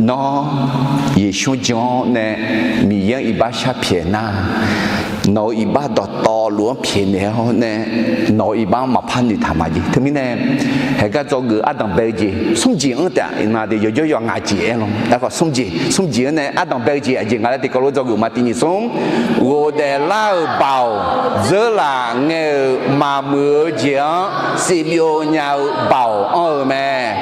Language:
Akha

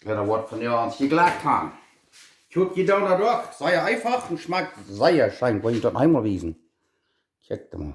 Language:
Plautdietsch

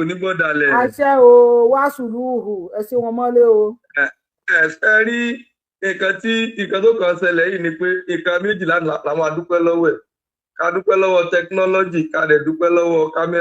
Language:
Yoruba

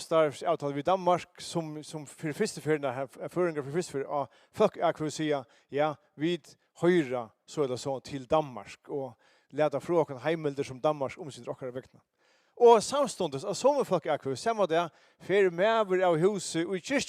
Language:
Faroese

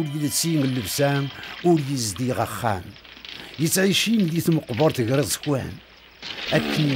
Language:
Kabyle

